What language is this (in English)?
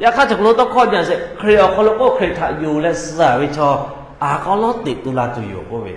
Lahu